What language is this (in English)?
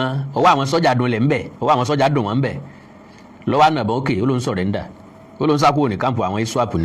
Yoruba